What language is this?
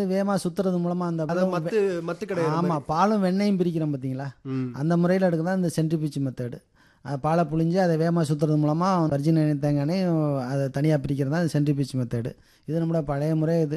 Tamil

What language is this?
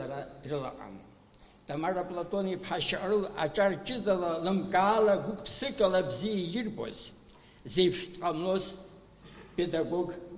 Abkhazian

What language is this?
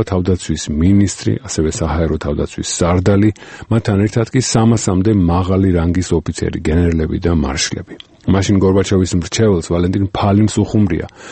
Georgian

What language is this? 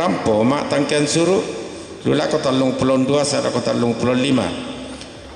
Toraja-Sa'dan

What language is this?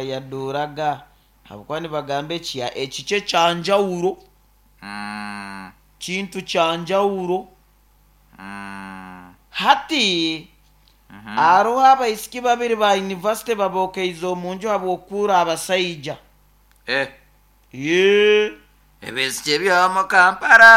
Nyoro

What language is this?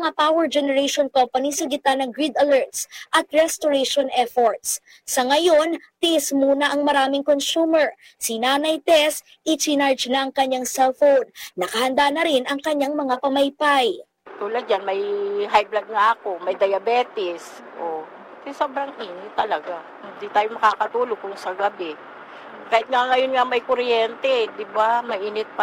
Filipino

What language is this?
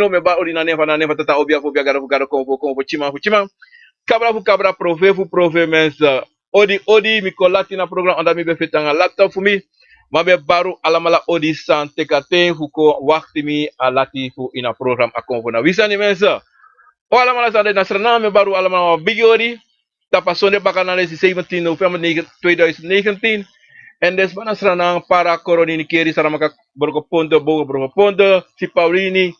Sranan Tongo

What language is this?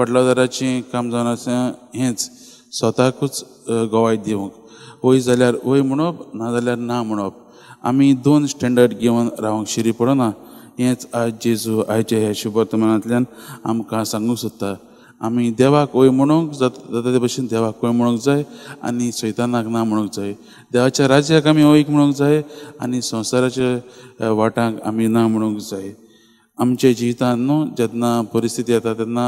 Konkani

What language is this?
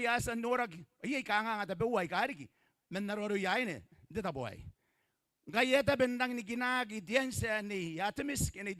Gilbertese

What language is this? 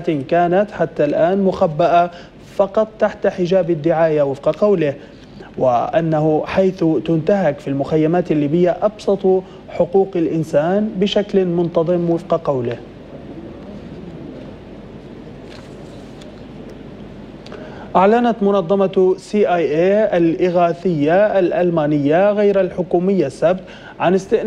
Arabic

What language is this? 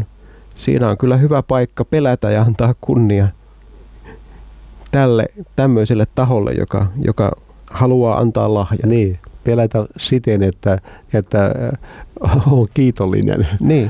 Finnish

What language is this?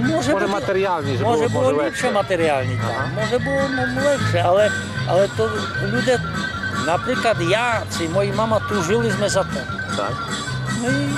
Rusyn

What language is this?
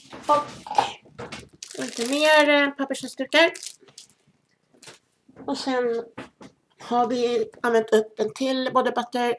Swedish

